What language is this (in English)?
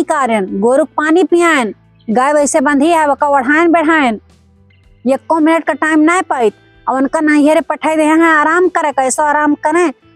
Awadhi